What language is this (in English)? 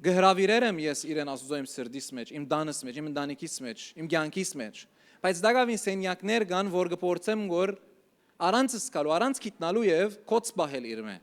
Western Armenian